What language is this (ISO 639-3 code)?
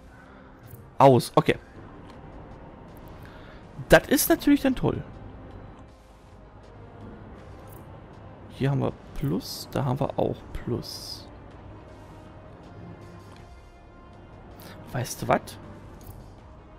deu